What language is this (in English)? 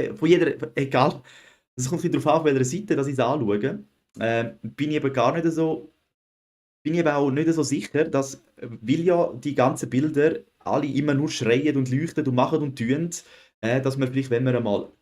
Swiss German